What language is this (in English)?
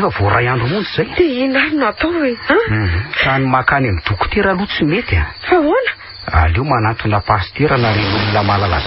Malagasy